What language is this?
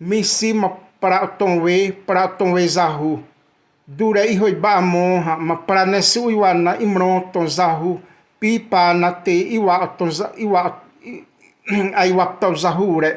Xavánte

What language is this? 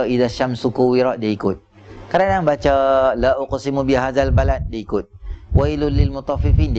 Malay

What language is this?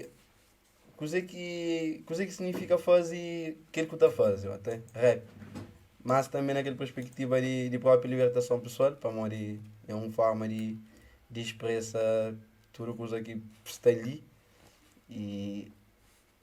Kabuverdianu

